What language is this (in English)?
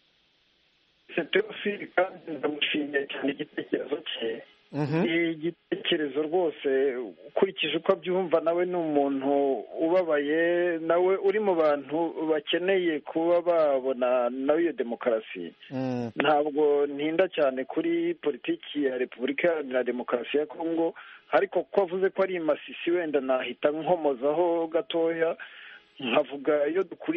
Kinyarwanda